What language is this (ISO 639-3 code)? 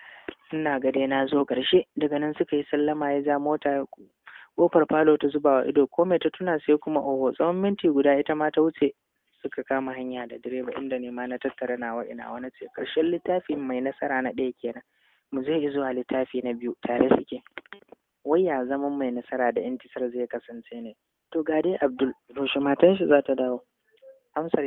hau